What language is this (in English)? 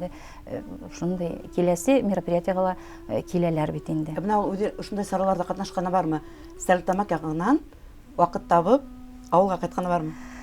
Bashkir